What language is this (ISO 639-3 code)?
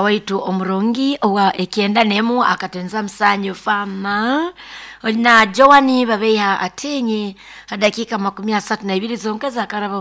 nyo